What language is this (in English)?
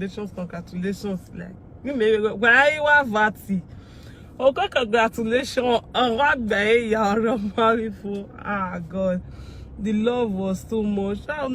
Nigerian Pidgin